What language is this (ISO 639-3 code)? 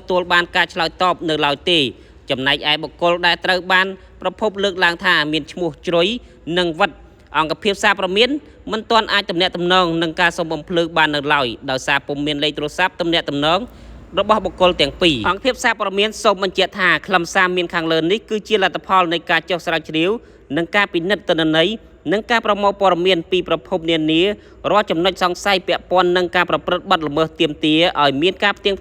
khm